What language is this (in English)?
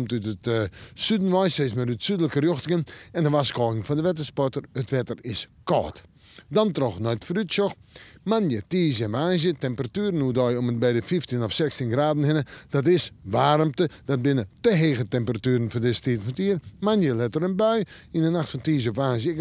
Western Frisian